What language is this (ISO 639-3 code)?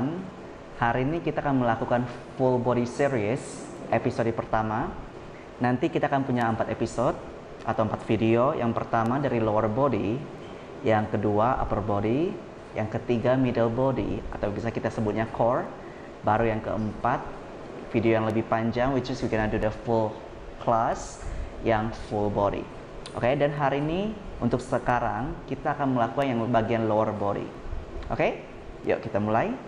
ind